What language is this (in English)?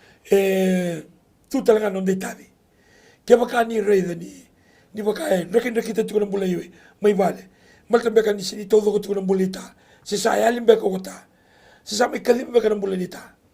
Fijian